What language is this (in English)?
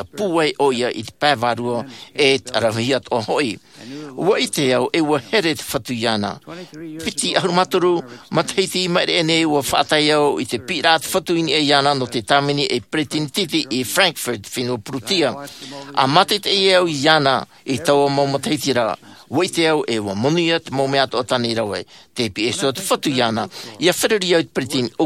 Tahitian